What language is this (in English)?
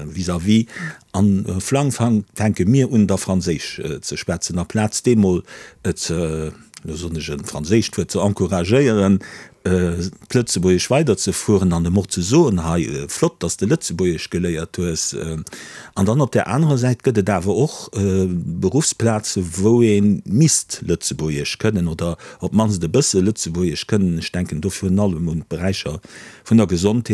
Luxembourgish